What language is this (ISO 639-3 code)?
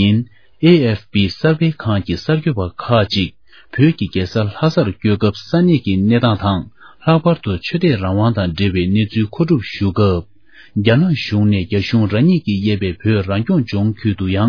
bod